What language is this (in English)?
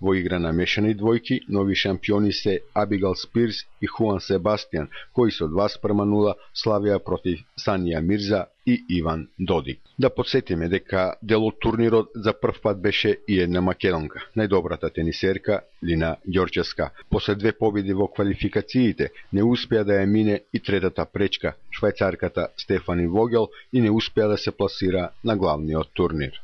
Macedonian